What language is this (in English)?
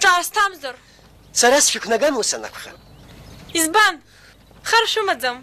Abkhazian